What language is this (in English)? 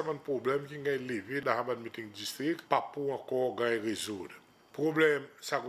Seselwa Creole French